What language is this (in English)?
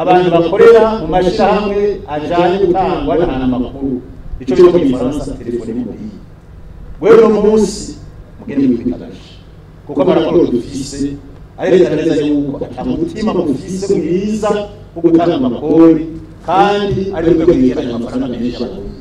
Rundi